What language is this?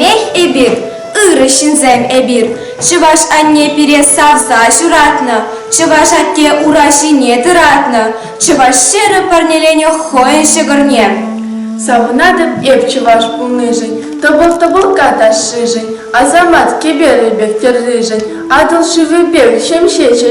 Chuvash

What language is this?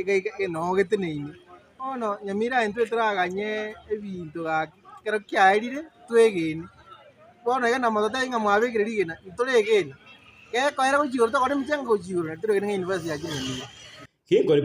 Gusii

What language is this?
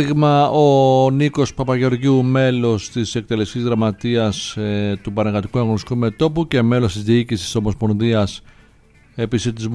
Greek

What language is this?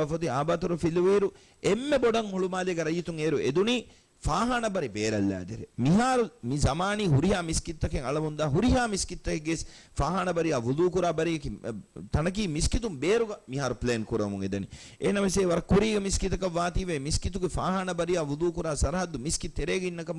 Divehi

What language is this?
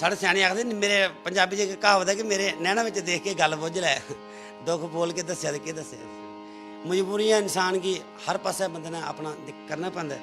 Dogri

